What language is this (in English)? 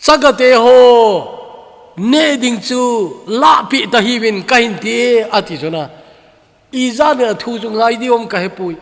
Thado Chin